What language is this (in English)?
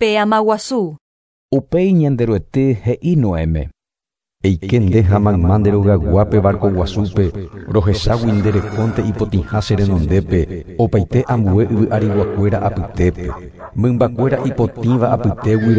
Guarani